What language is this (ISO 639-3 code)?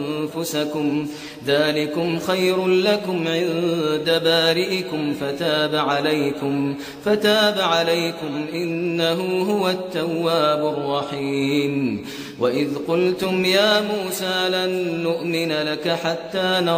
ara